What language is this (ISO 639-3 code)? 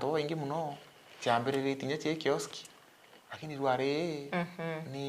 mer